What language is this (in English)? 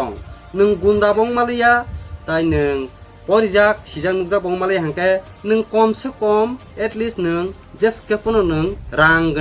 Kok Borok